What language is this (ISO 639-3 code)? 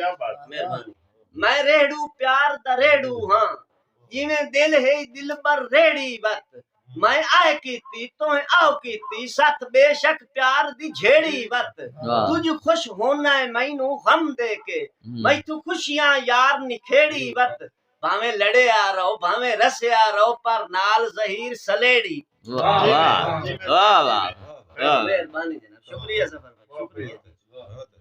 skr